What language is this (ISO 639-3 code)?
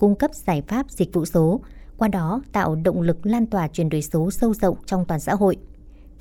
vie